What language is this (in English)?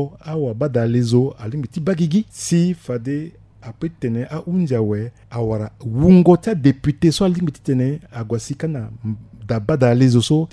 Sango